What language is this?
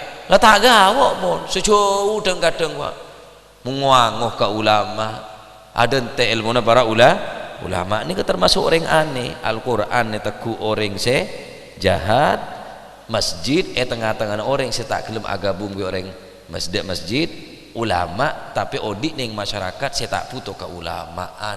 Madurese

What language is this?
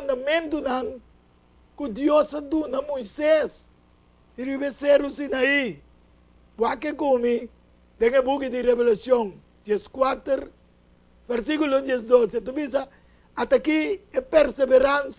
Papiamento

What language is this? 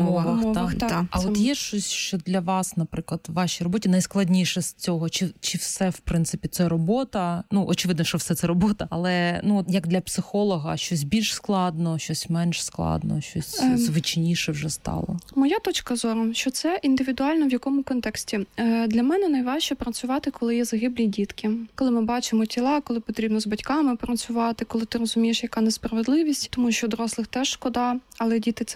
Ukrainian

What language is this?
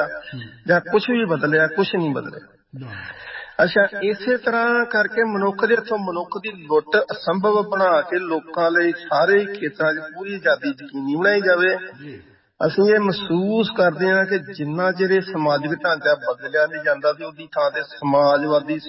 Punjabi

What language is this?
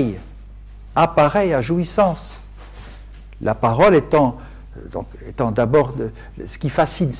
French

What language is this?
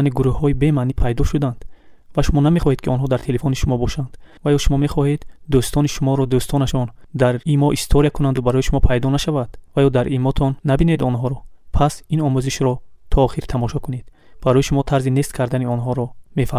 Tajik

